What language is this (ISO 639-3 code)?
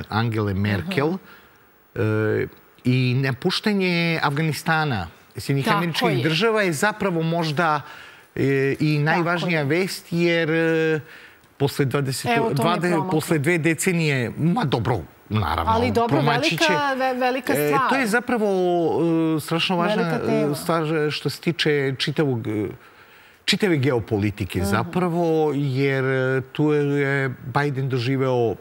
srp